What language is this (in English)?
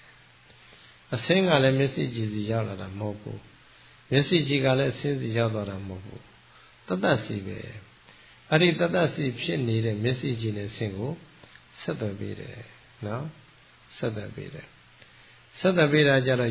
Burmese